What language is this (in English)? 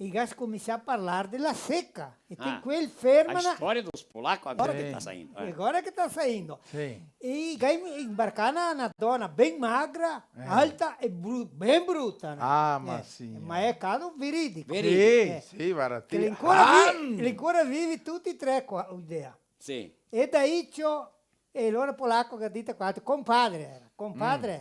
Venetian